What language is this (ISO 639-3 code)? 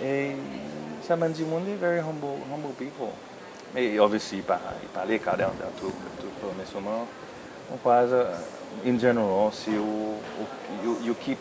crs